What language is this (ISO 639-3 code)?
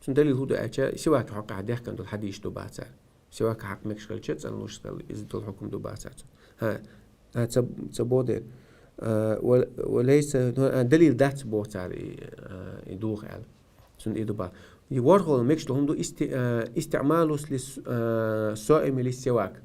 che